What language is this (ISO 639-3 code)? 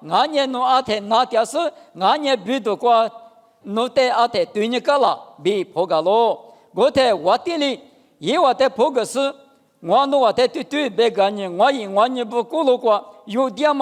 lis